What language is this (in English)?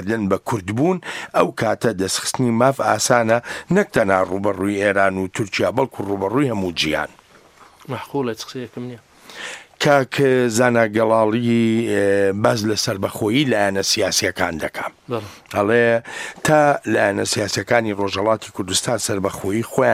Central Kurdish